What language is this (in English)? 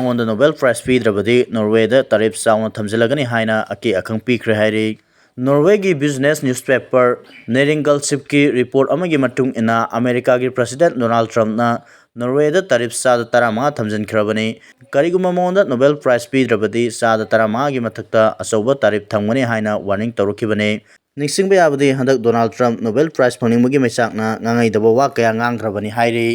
Manipuri